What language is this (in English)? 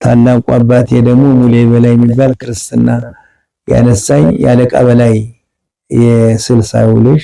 Amharic